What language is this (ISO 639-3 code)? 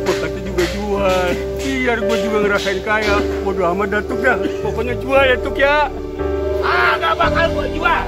bew